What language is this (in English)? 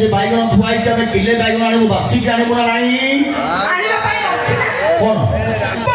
Odia